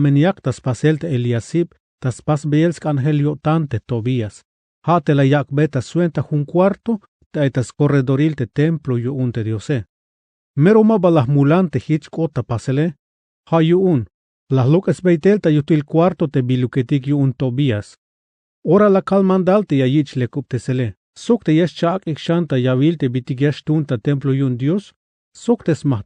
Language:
Tzeltal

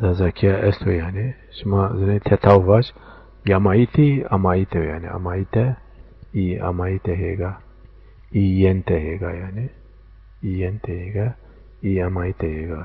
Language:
Zaza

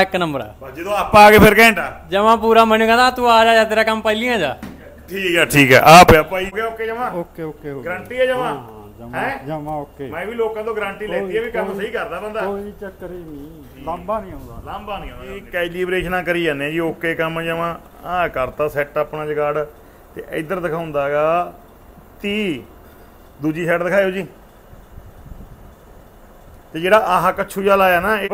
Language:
Punjabi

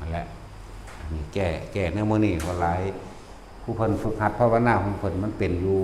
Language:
Lao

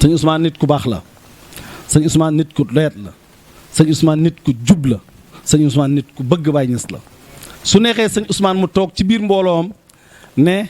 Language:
Wolof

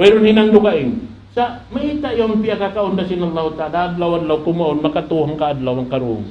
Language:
Tausug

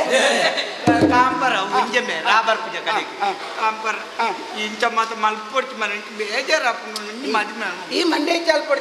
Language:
Tulu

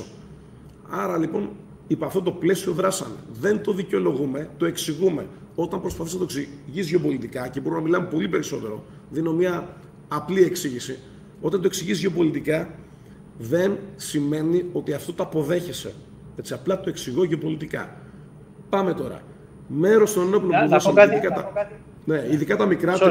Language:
Greek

